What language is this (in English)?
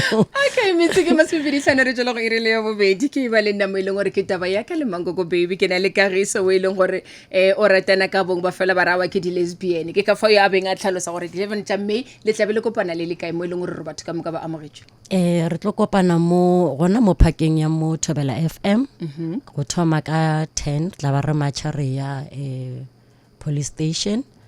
Northern Sotho